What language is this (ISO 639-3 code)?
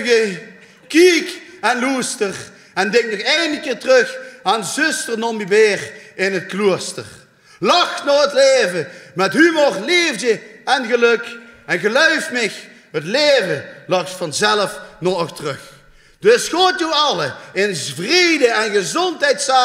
lim